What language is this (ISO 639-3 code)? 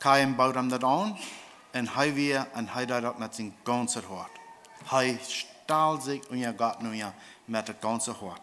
pdt